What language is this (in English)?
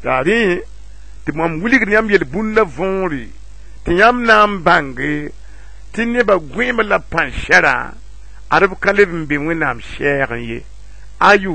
Mossi